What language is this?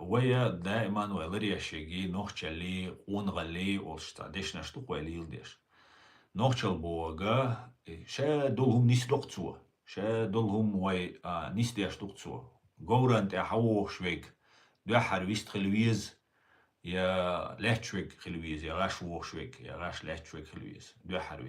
Chechen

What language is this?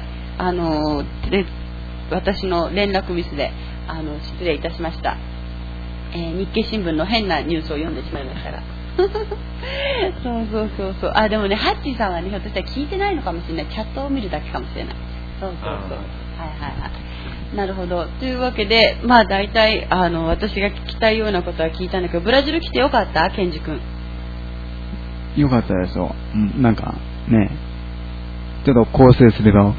Japanese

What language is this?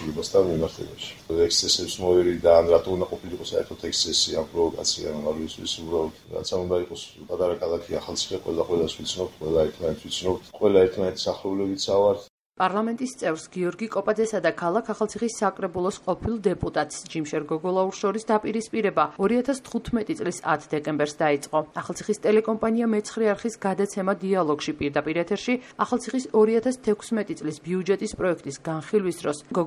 Georgian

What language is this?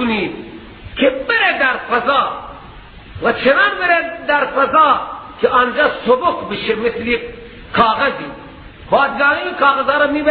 Persian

